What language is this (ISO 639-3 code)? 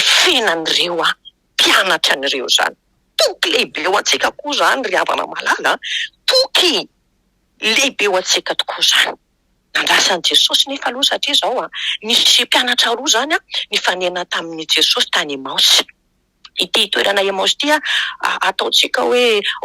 mlg